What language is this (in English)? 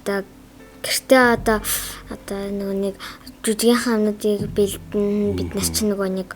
Mongolian